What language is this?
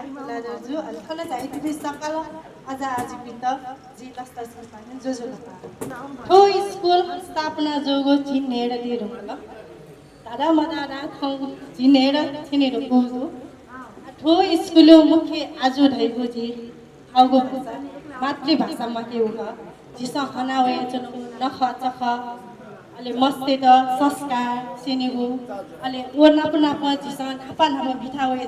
Newari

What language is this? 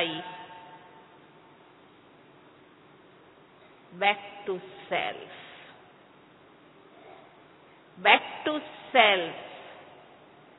Hindi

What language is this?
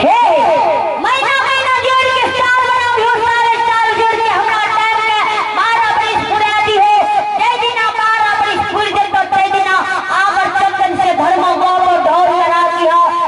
Maithili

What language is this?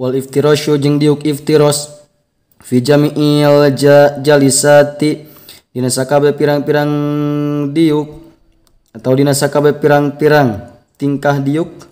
Sundanese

